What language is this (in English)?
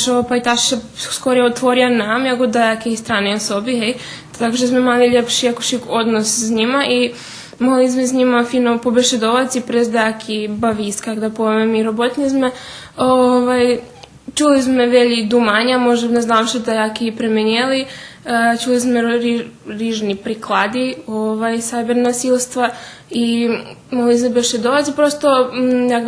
Rusyn